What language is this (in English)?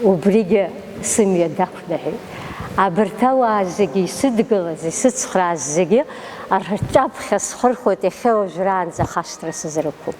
Abkhazian